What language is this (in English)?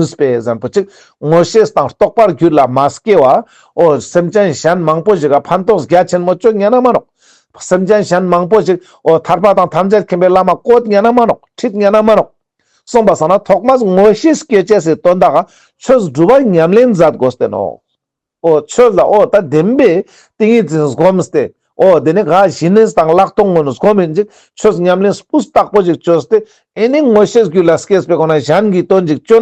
Ladakhi